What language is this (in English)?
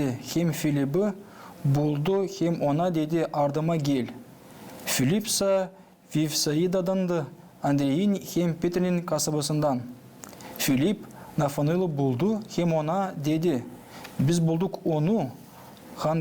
Gagauz